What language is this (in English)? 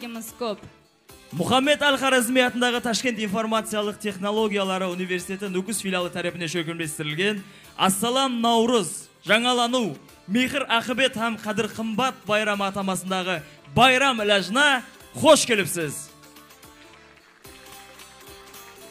Kara-Kalpak